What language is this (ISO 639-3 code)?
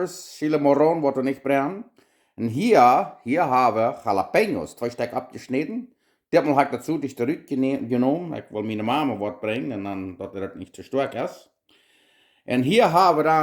pdt